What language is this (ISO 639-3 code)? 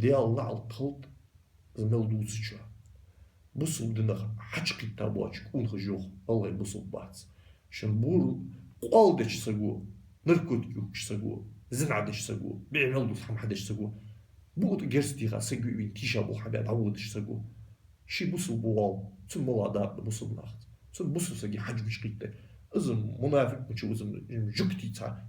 inh